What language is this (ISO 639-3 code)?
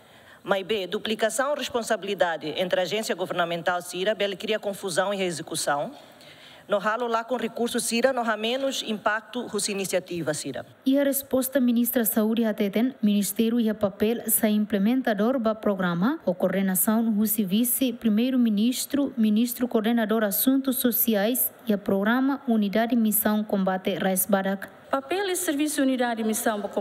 tet